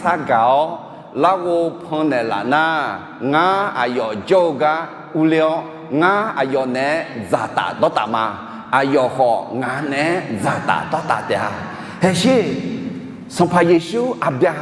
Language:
Akha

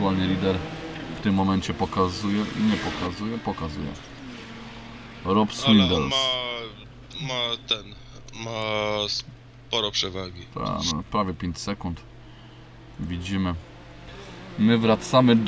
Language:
Polish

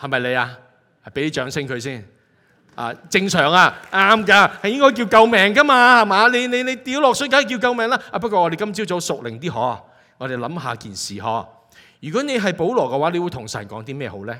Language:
Cantonese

